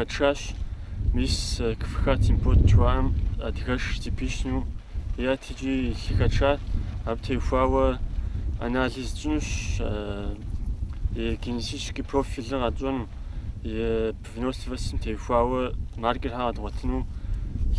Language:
Kabardian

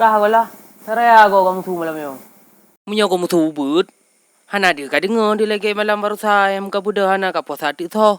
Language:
Achinese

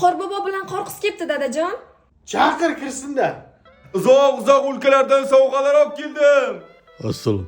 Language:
Uzbek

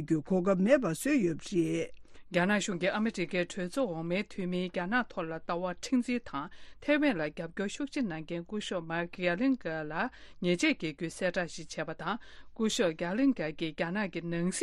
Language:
Tibetan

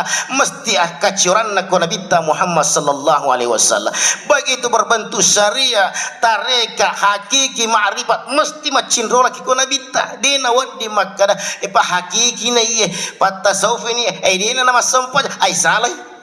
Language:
Buginese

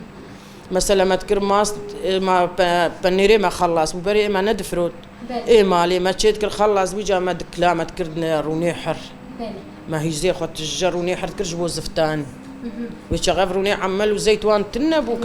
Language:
Kurdish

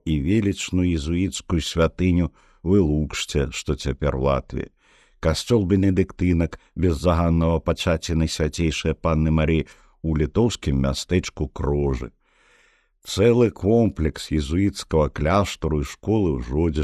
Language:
Belarusian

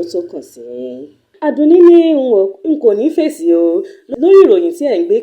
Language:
Yoruba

